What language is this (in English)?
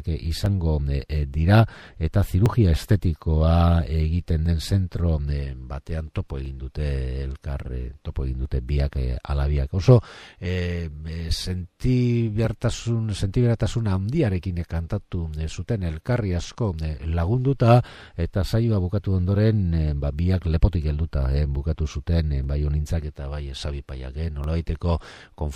Basque